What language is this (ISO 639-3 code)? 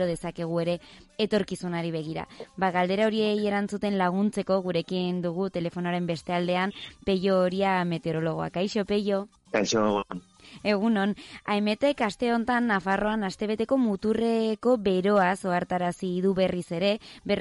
eus